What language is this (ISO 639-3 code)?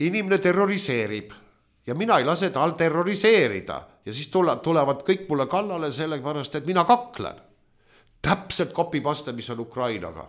est